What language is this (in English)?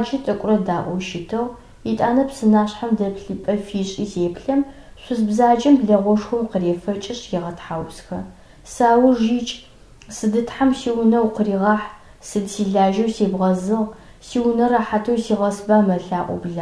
Adyghe